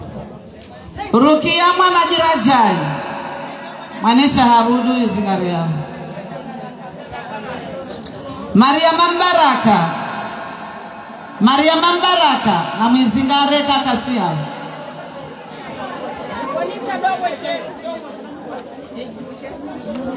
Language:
Swahili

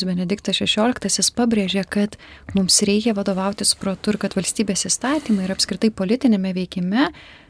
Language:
Lithuanian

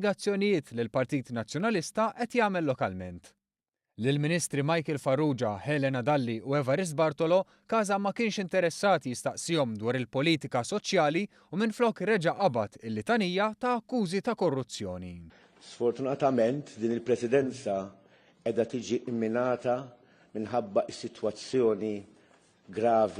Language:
Maltese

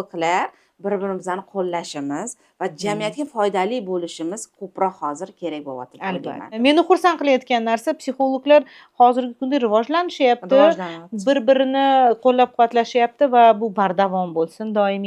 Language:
Uzbek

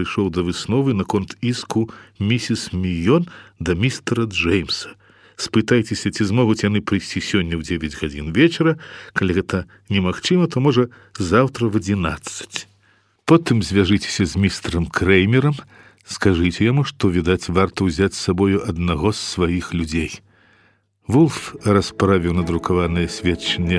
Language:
Belarusian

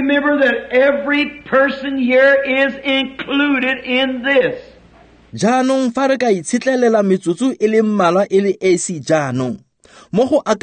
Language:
Tswana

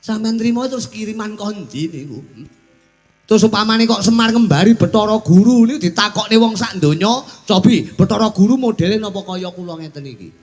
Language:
Javanese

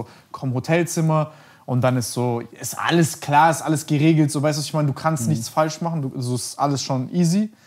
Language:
German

